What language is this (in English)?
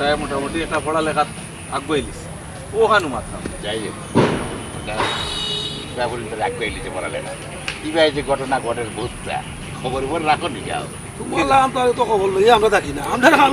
Sylheti